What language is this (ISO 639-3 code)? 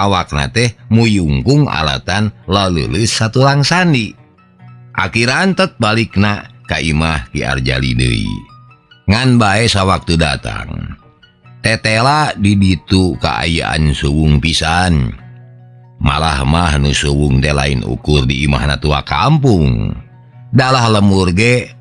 sun